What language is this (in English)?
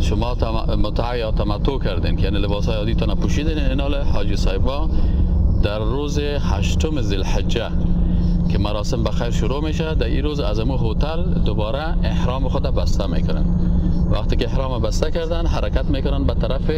Persian